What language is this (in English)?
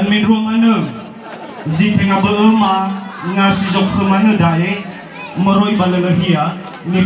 Nias